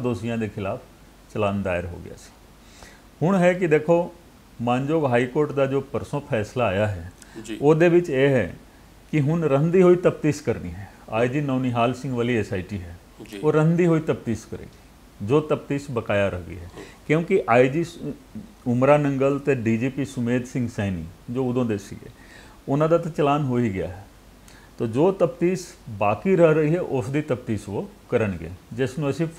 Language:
Punjabi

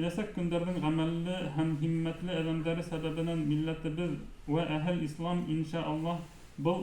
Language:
Bashkir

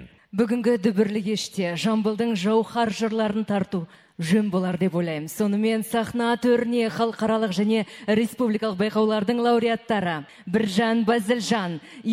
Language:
Kazakh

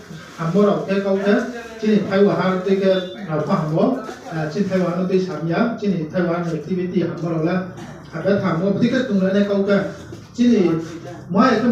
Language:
Riang (India)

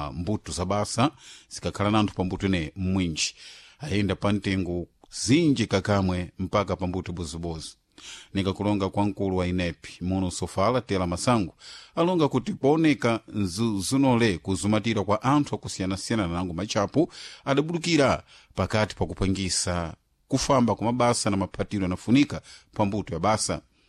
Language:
Sena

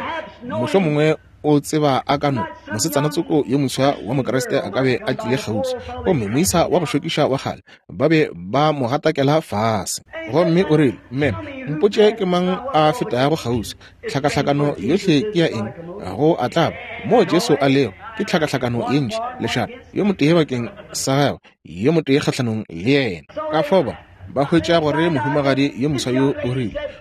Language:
Northern Sotho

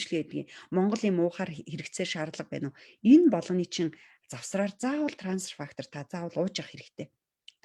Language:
Mongolian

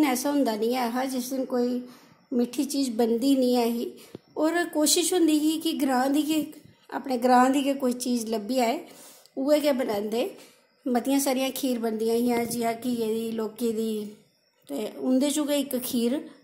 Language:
Dogri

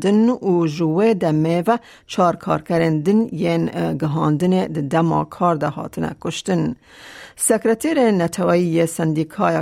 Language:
Kurdish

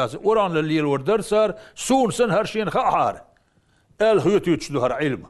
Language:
Chechen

